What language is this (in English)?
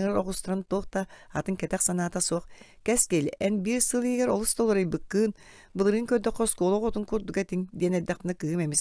Yakut